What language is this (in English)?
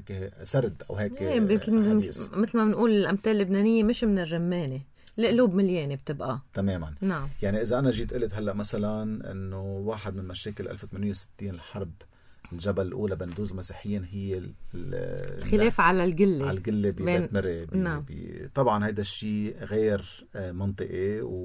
North Levantine Arabic